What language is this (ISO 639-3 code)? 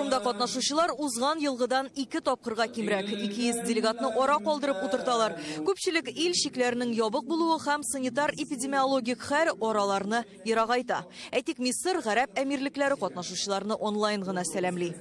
tat